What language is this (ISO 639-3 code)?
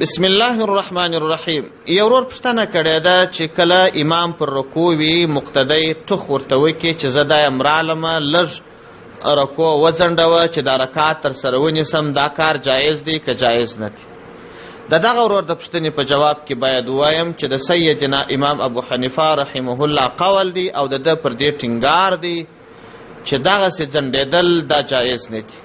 pus